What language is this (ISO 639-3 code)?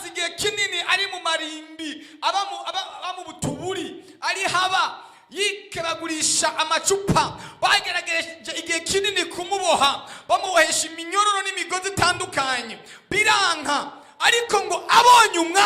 run